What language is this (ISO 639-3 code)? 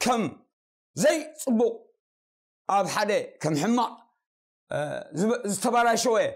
tir